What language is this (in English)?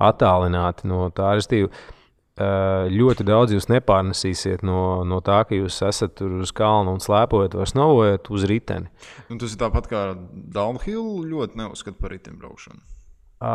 Latvian